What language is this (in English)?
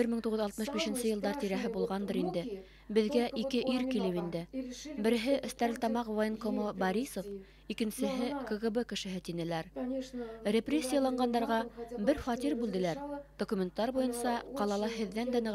Bashkir